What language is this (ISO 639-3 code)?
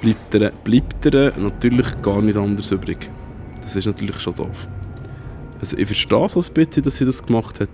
gsw